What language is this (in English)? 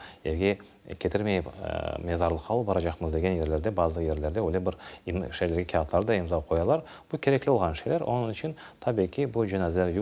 Crimean Tatar